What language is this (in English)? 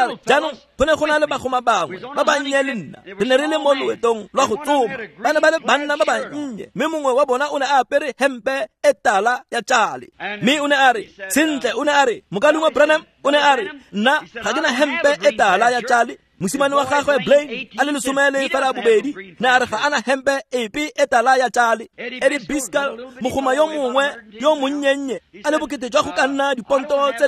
Tswana